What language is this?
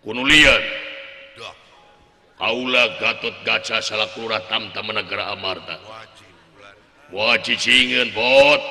Sundanese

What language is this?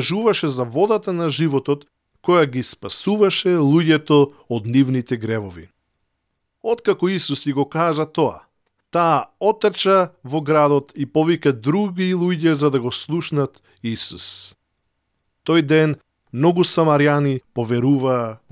Macedonian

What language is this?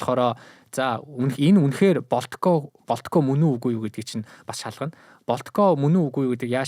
Mongolian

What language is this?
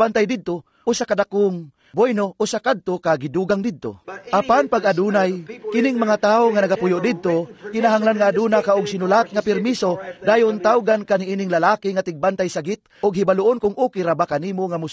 Cebuano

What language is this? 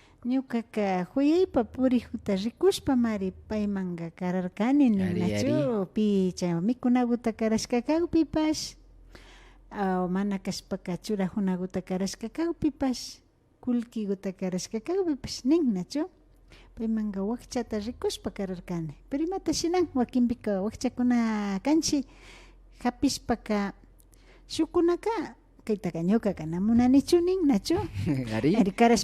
Imbabura Highland Quichua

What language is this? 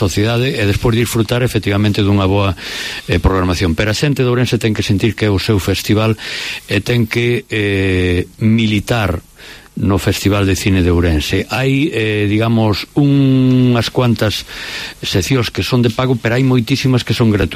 Galician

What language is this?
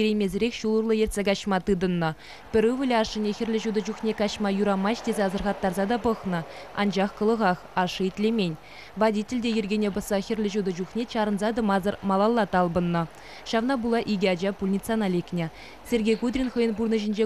Chuvash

